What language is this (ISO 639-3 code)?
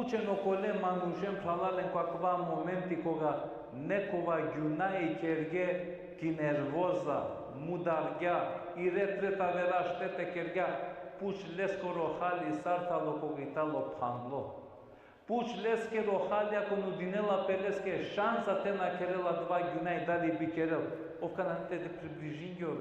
rmn